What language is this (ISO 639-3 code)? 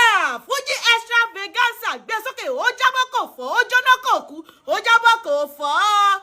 yor